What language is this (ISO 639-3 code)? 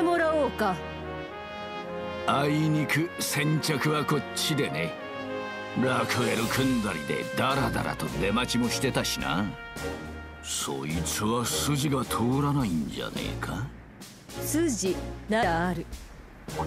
jpn